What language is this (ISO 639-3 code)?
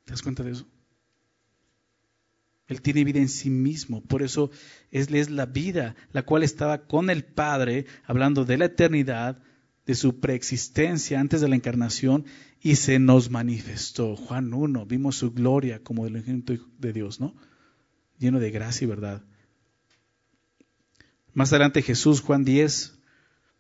spa